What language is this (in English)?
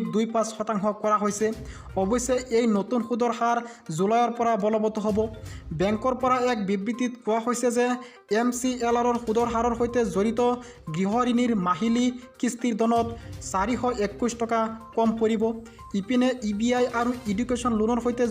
Assamese